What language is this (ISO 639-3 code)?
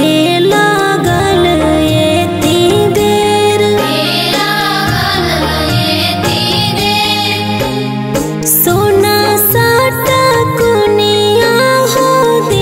bho